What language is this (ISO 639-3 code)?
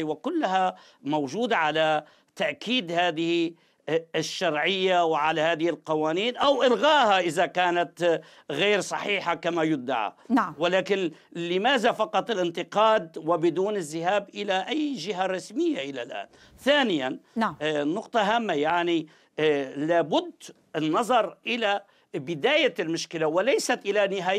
ara